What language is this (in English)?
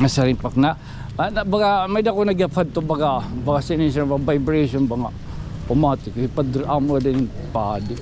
Waray